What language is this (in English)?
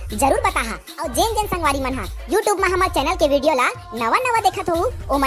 Chhattisgarhi